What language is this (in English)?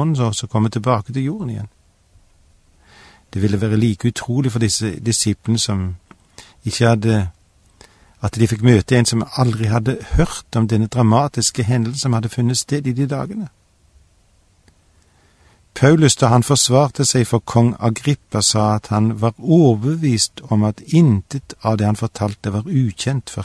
Norwegian